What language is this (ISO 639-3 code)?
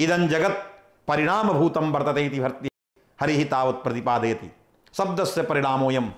san